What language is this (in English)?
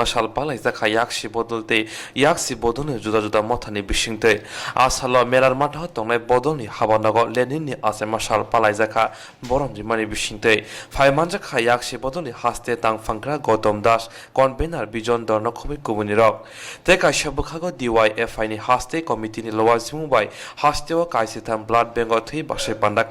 Kok Borok